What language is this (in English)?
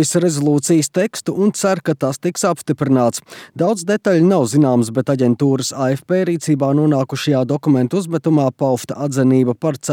Latvian